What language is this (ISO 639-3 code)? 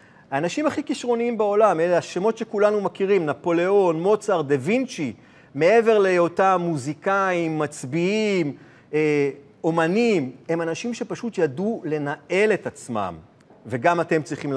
heb